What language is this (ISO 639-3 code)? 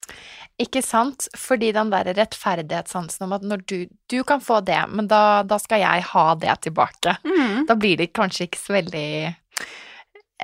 nor